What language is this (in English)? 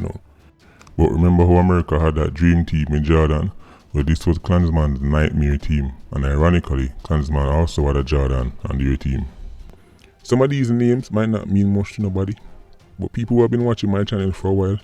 Jamaican Creole English